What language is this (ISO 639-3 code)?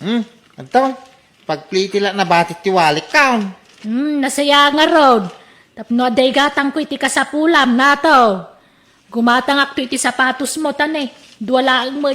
ilo